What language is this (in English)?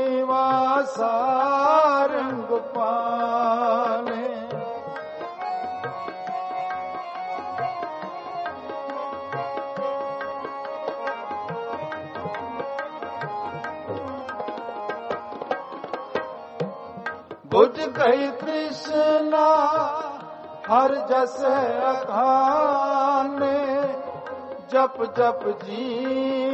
Punjabi